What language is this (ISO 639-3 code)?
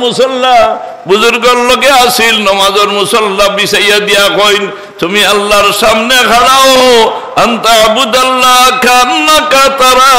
syl